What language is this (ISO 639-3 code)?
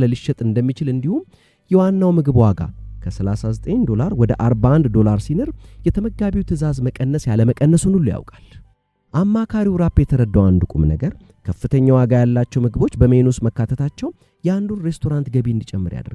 amh